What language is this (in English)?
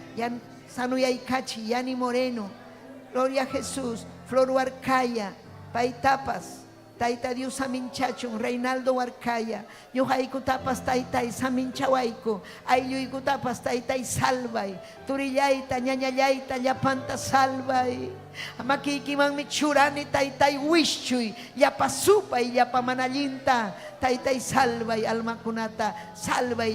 Ayacucho Quechua